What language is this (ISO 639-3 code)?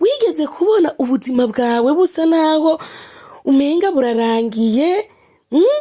run